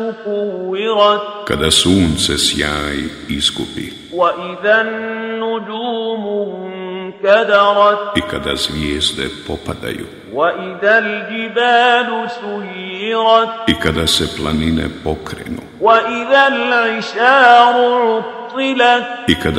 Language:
Bosnian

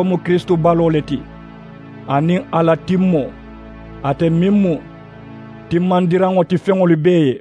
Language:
Mandingo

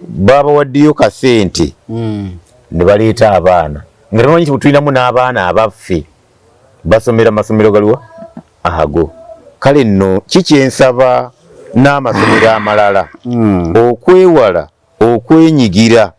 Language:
Ganda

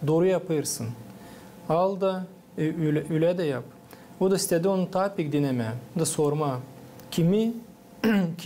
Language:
Gagauz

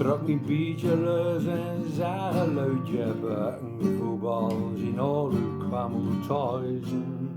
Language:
Gronings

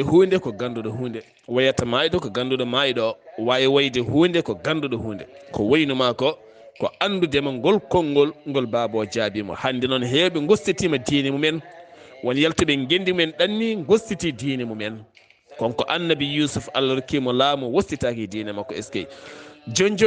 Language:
Fula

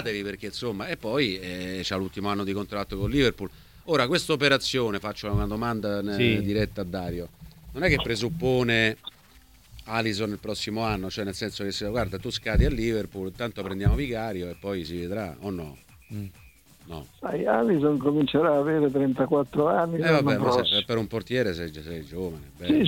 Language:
Italian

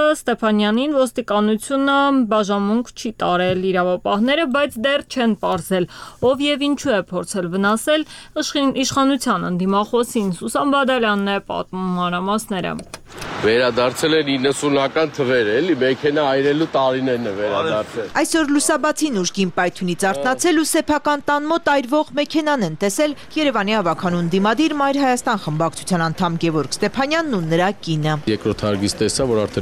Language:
Armenian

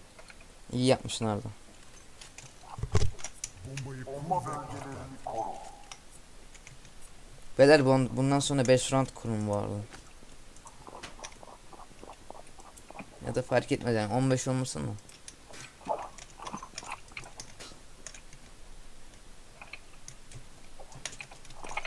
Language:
Turkish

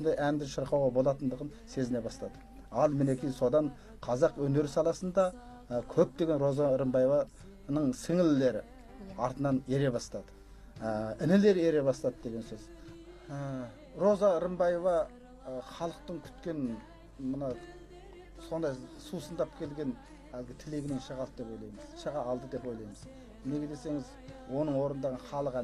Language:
Kazakh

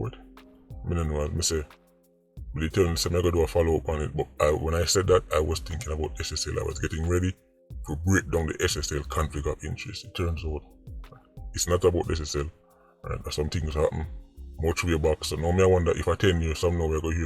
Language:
Jamaican Creole English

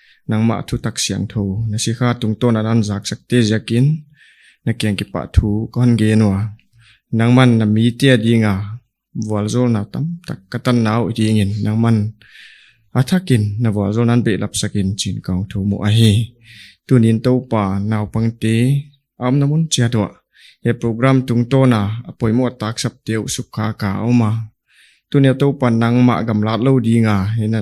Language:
Paite Chin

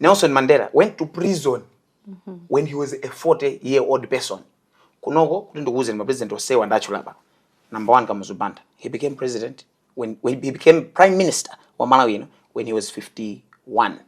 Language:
Nyanja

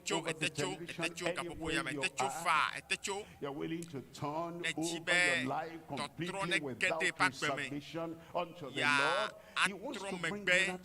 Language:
Ewe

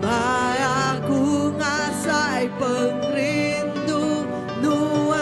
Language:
Iban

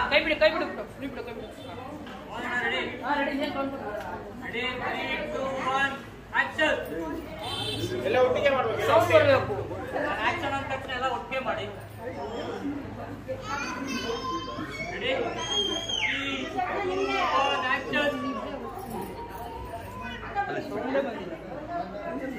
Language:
Kannada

